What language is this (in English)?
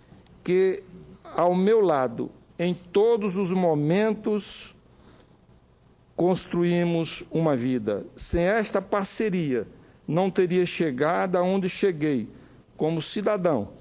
Portuguese